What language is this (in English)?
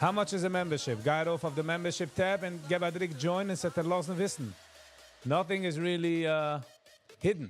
Yiddish